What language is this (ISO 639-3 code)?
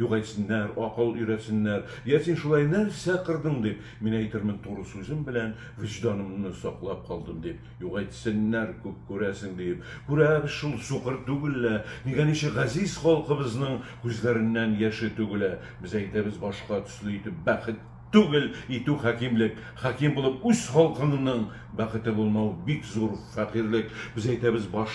tat